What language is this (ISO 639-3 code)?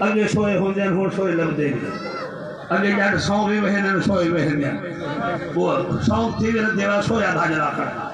skr